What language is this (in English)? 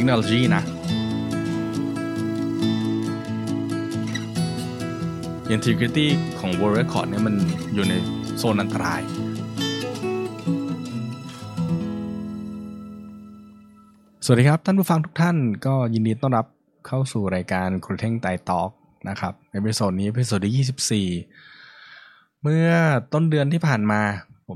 Thai